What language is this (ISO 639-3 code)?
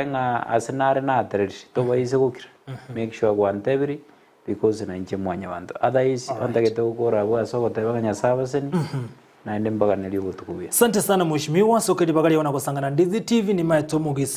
guz